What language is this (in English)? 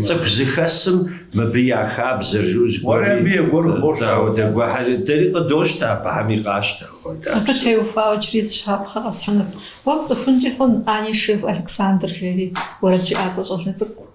Kabardian